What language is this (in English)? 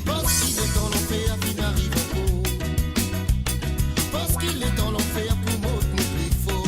Morisyen